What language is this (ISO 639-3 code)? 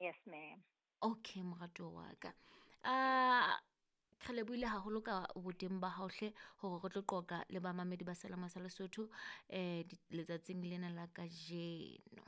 sot